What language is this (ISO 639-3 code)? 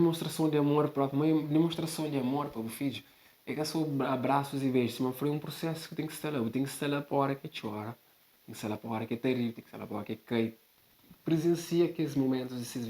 kea